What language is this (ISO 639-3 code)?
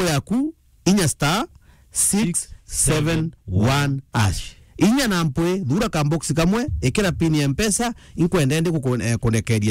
mer